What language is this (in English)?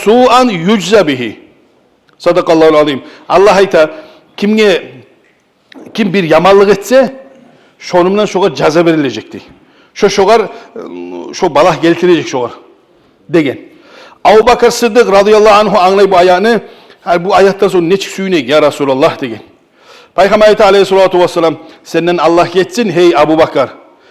Kumyk